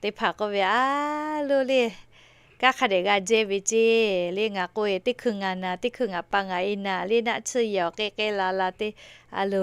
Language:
Lahu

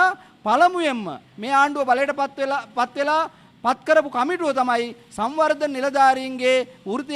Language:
Sinhala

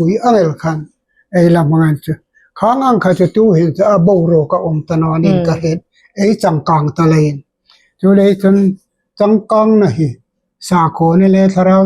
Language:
Hmar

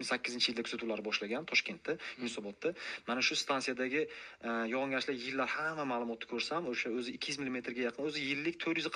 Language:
Uzbek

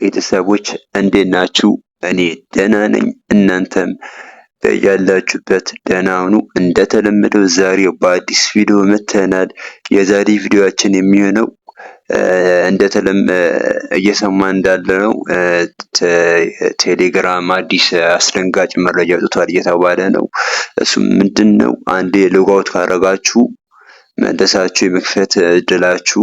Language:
Amharic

